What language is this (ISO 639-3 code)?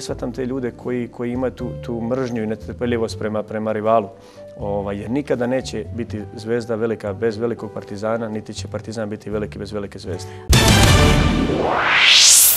srp